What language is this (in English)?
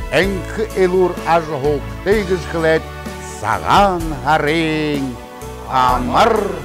Buriat